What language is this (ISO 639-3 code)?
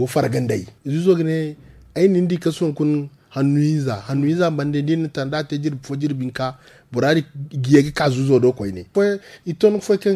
dje